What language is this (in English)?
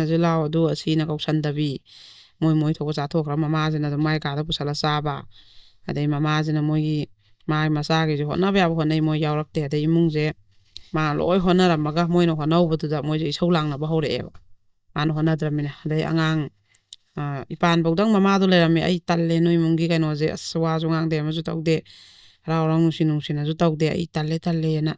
Manipuri